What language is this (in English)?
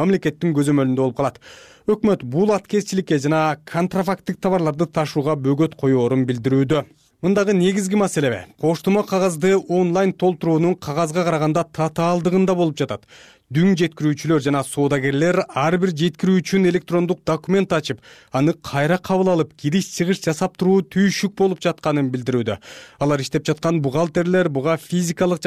Kyrgyz